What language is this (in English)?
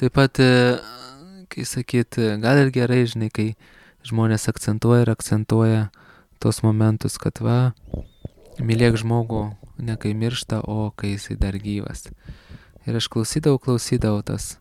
Lithuanian